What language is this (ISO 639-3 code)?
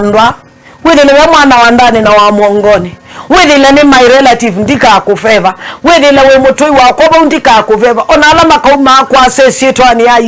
kam